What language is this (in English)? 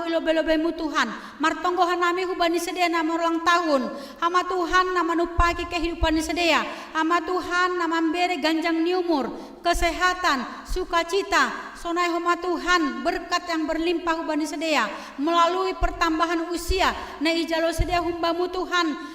Batak Simalungun